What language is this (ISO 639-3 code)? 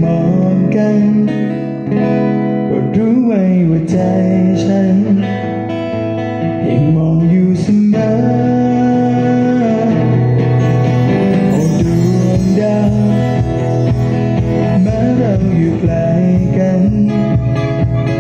tha